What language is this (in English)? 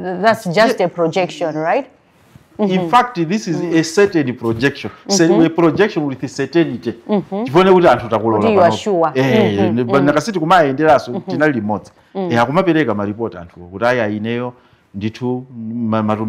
Nyanja